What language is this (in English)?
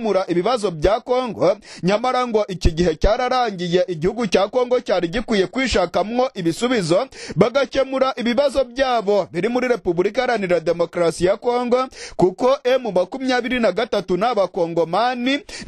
Rundi